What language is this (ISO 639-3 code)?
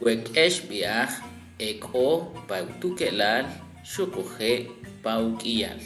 quc